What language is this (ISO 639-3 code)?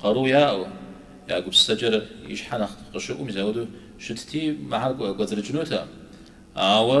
kbd